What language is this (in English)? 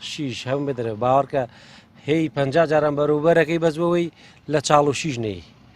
Central Kurdish